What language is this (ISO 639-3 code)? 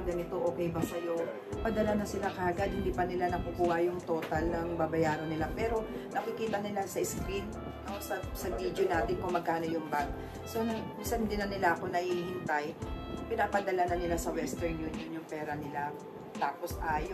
fil